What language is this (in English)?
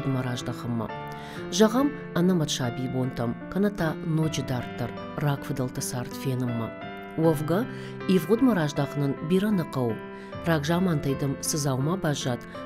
Ossetic